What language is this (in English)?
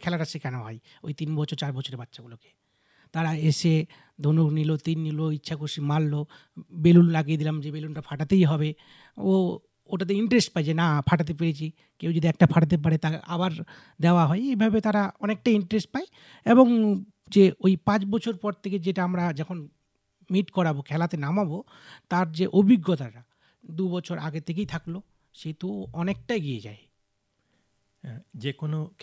Bangla